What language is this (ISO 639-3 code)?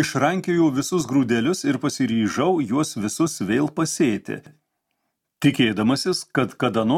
lit